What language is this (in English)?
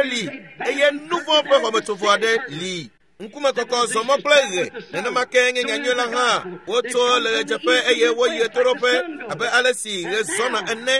Ewe